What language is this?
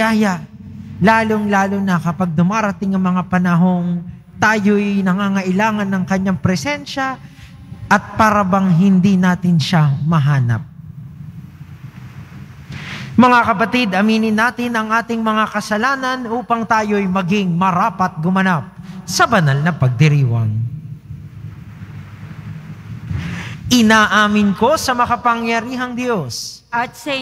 Filipino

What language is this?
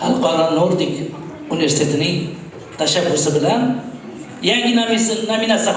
Uzbek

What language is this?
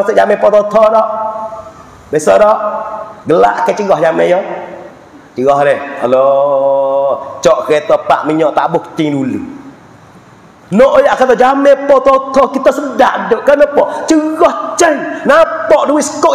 Pattani Malay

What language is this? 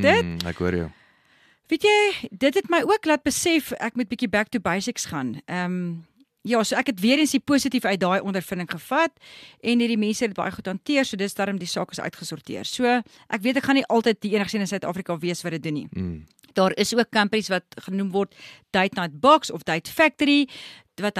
Afrikaans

